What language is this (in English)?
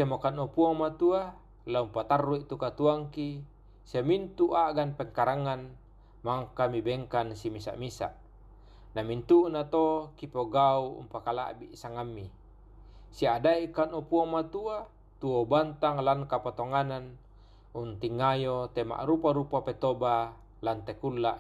Toraja-Sa'dan